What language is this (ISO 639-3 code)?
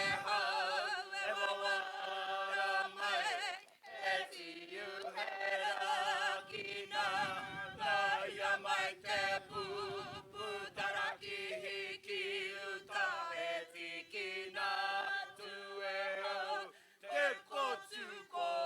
mri